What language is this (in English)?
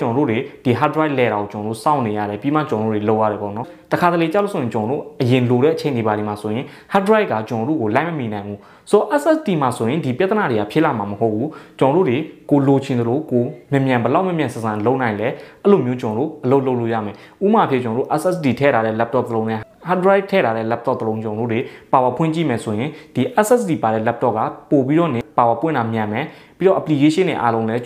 Burmese